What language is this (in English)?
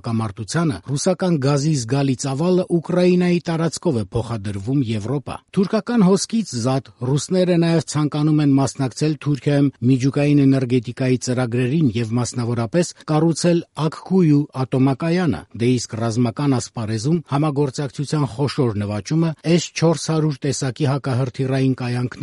Armenian